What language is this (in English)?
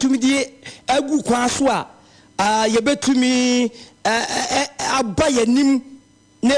Akan